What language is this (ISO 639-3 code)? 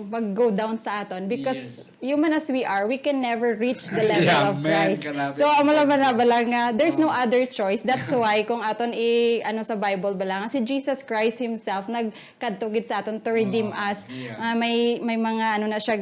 hil